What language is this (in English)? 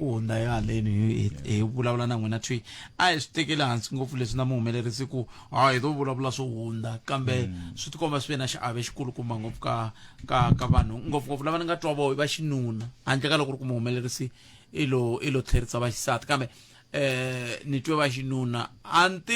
Tsonga